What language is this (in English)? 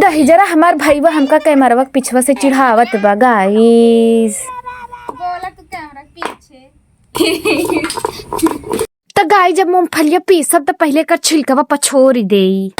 Awadhi